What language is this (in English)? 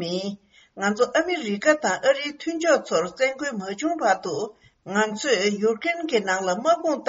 Tibetan